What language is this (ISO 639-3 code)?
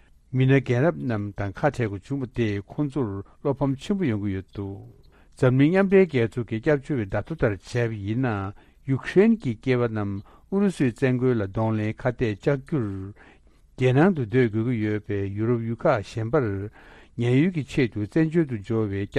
bod